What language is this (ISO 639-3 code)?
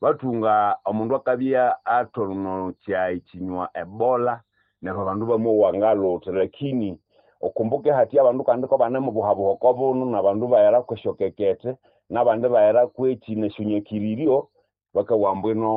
nnb